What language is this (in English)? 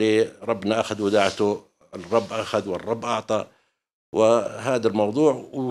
North Levantine Arabic